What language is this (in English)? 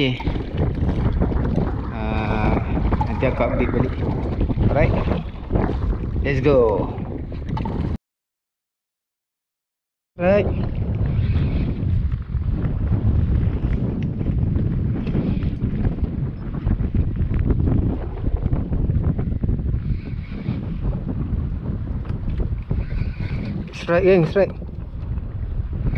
Malay